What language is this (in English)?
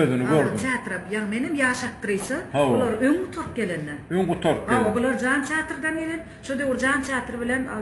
Turkmen